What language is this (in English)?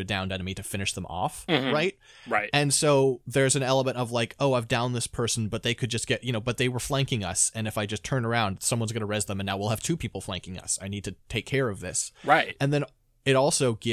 English